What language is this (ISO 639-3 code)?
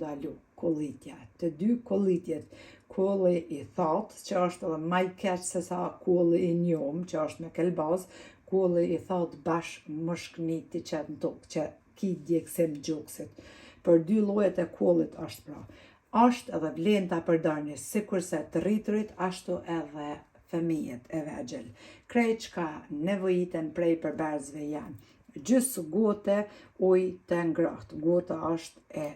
sqi